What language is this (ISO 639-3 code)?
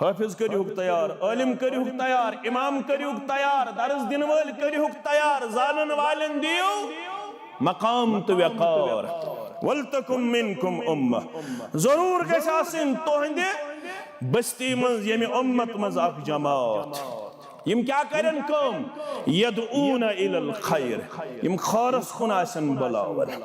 kas